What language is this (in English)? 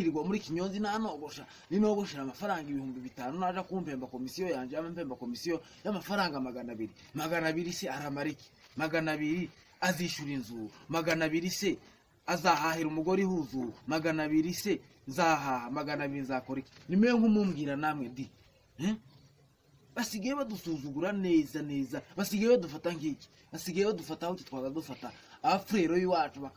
Kinyarwanda